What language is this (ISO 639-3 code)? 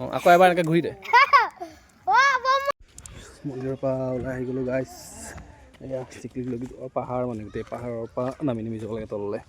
asm